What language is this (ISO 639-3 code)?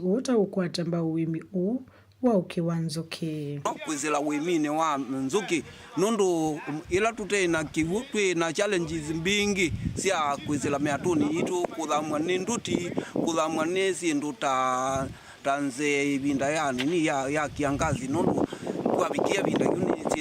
kam